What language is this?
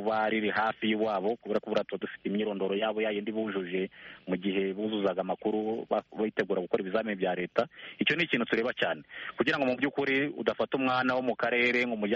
Kinyarwanda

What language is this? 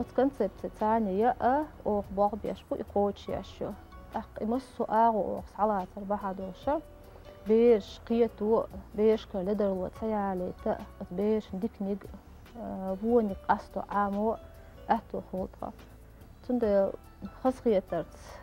Chechen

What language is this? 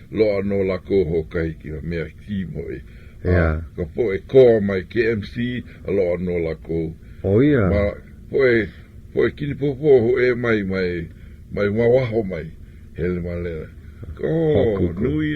Hawaiian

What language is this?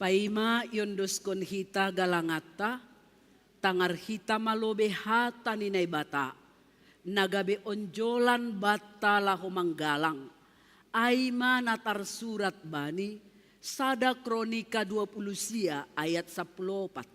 Batak Simalungun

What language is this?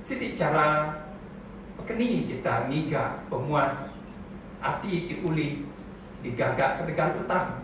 Iban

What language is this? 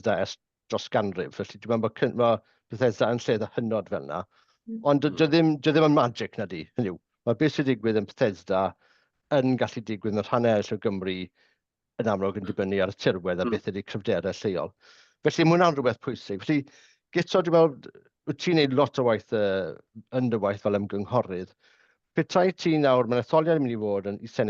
Welsh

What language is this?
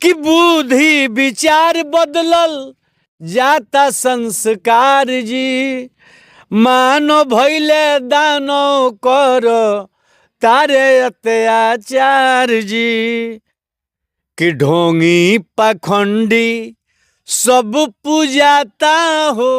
Bhojpuri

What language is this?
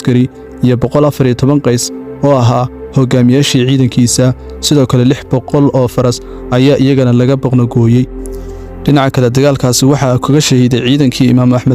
Somali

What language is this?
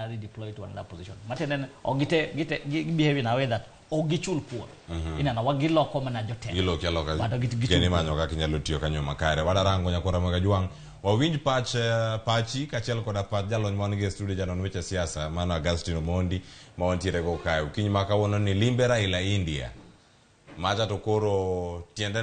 Luo (Kenya and Tanzania)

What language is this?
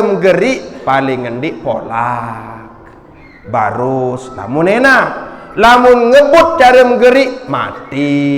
Sasak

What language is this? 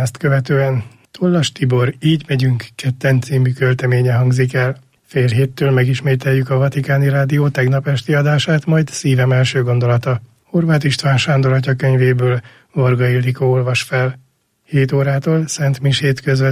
Hungarian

